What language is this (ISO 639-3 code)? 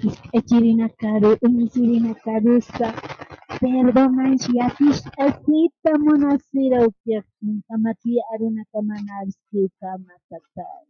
aym